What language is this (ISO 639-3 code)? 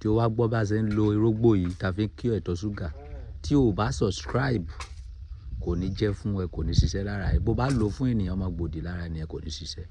yor